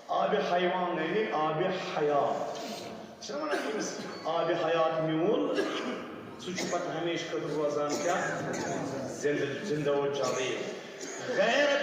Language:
Kashmiri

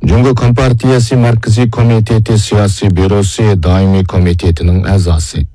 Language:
Uyghur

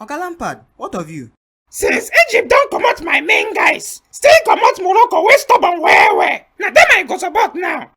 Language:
Nigerian Pidgin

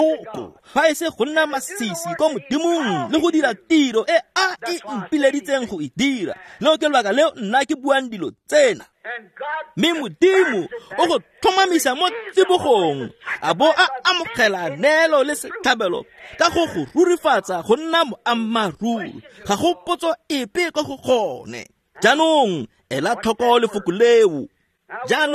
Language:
Tswana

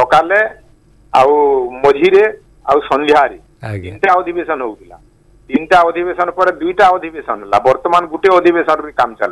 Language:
Odia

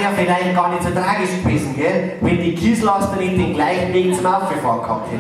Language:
Bavarian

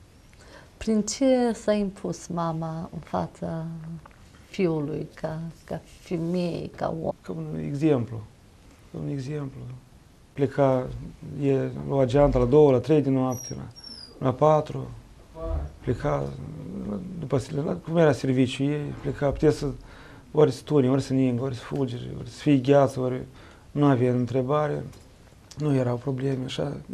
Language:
Romanian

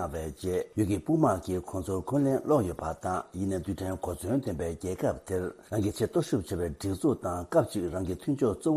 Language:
Tibetan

